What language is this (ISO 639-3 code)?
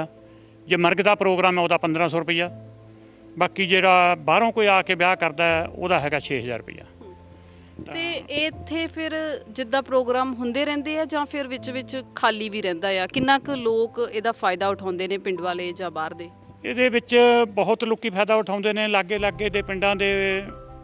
pan